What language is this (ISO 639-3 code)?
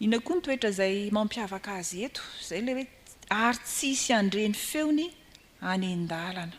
mlg